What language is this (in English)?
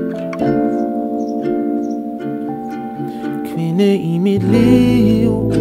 Danish